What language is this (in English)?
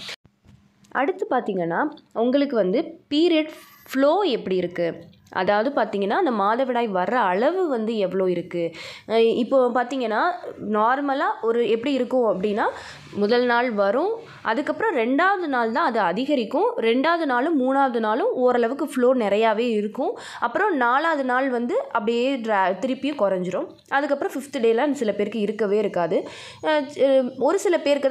Tamil